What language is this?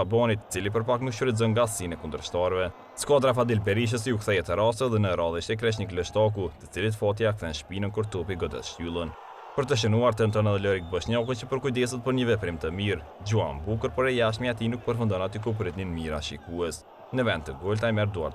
Albanian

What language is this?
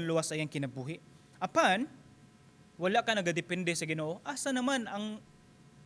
Cebuano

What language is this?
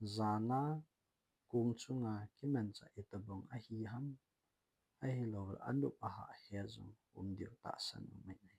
Thado Chin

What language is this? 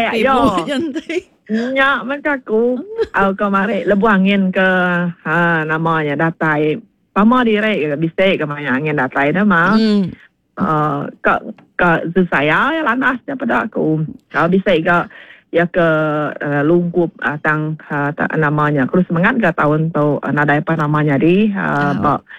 Iban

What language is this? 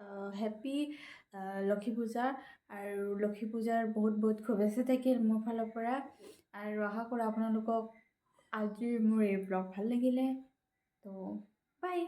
Assamese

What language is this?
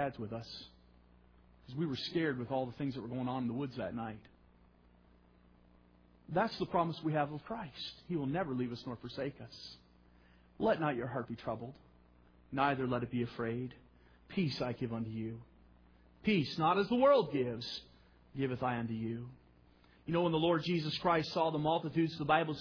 English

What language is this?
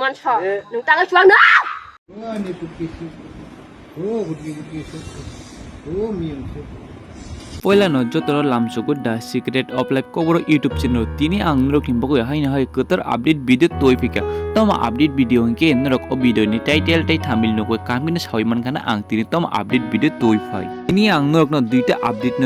Kok Borok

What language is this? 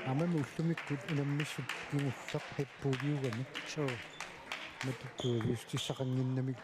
Kalaallisut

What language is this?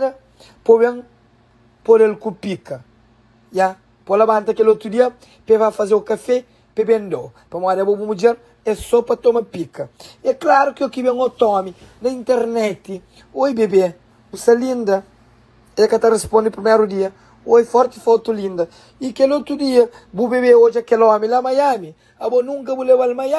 Kabuverdianu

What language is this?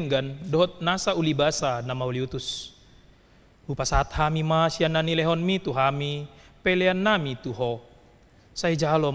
Batak Toba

